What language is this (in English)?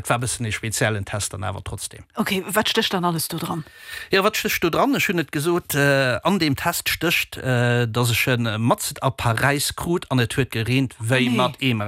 Luxembourgish